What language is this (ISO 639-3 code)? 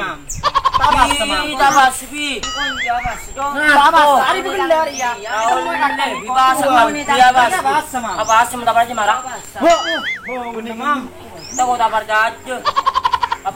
mad